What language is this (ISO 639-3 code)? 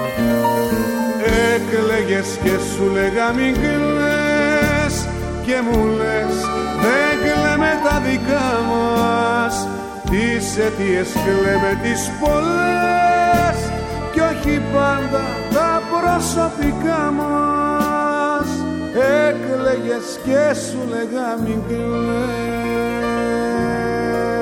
ell